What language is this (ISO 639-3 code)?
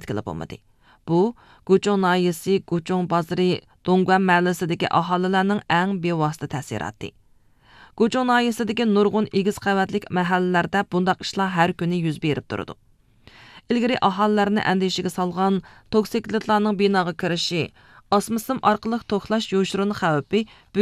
uig